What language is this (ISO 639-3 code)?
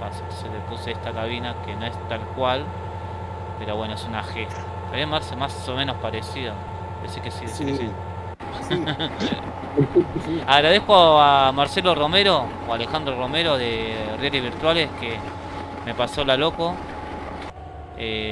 spa